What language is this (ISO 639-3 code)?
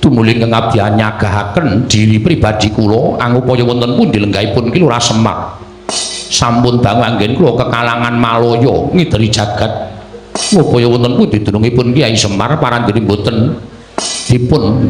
jav